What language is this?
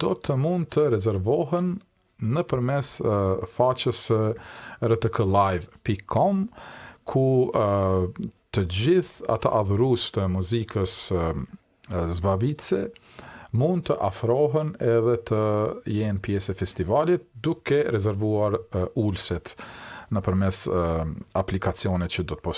Albanian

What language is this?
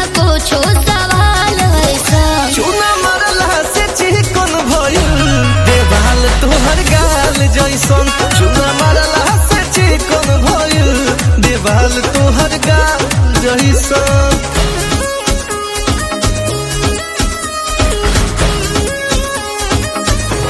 Bhojpuri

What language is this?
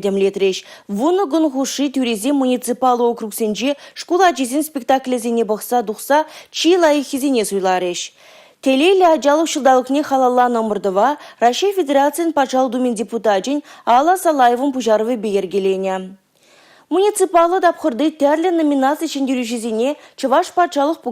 Chuvash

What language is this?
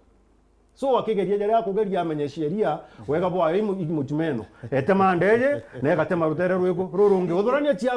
Meru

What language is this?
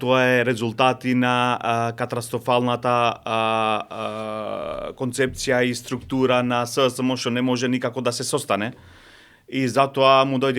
Macedonian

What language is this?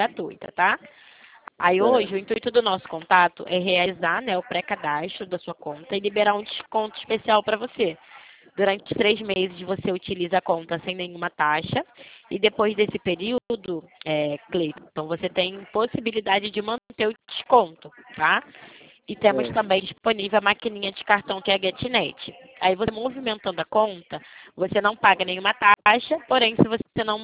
Portuguese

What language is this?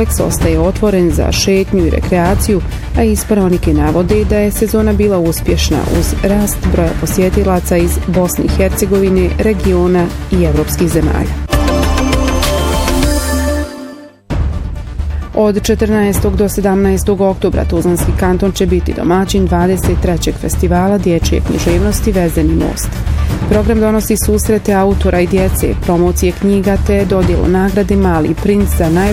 Bosnian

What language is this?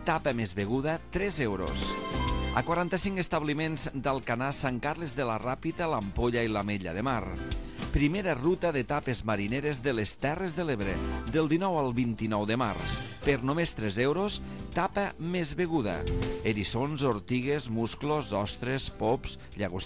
Catalan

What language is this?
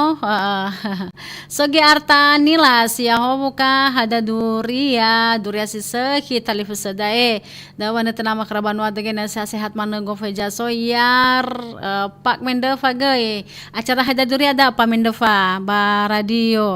Nias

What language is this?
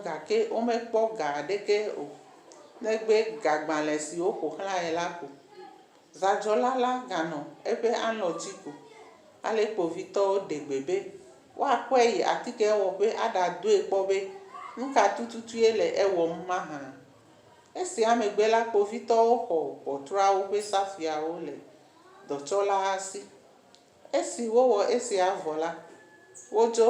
Ewe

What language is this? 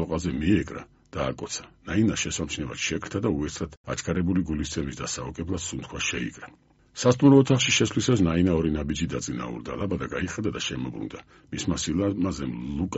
Georgian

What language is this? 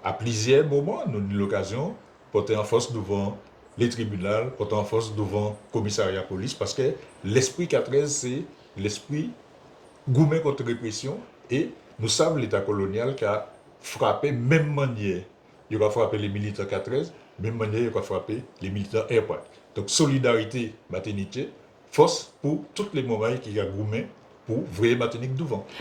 Guadeloupean Creole French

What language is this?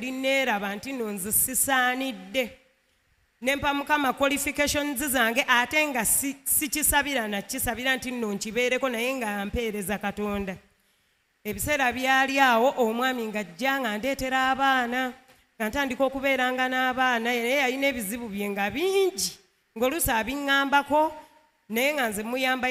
Ganda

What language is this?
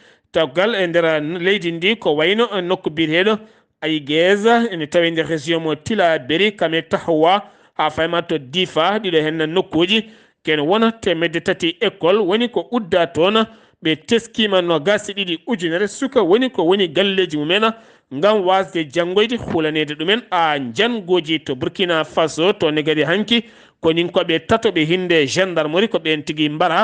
Fula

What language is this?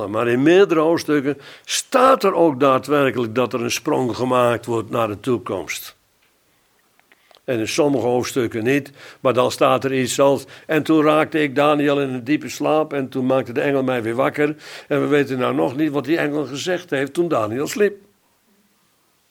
Dutch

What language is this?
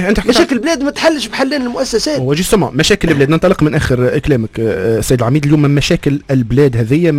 Tunisian Arabic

